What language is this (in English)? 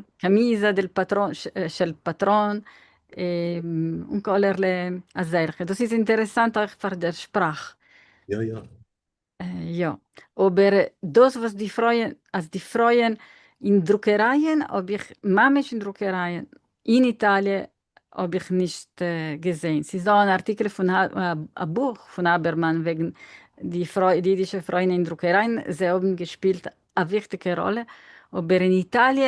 Yiddish